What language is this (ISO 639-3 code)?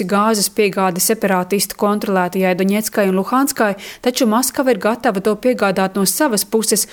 lav